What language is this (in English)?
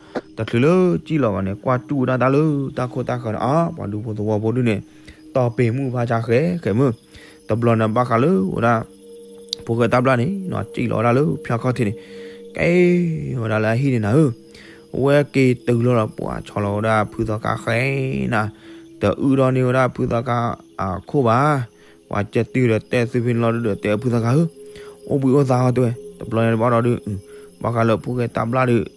S'gaw Karen